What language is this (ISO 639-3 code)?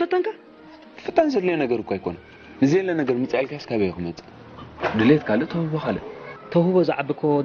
tir